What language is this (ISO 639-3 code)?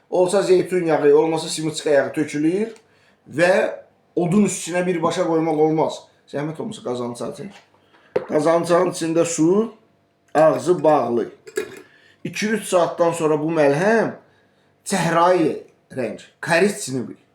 aze